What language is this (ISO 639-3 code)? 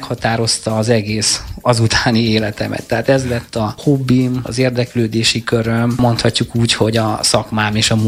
hun